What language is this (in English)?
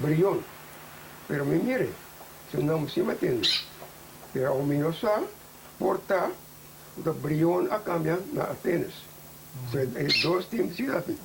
Papiamento